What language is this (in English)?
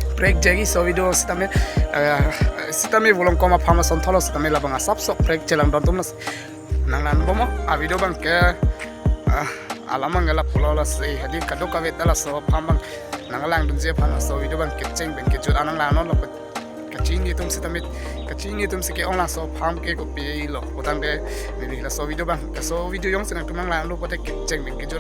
Karbi